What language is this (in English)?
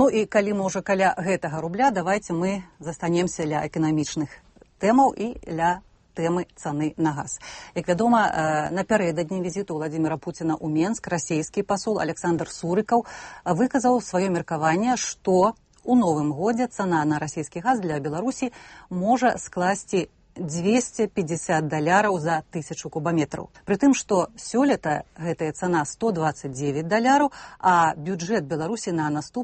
Belarusian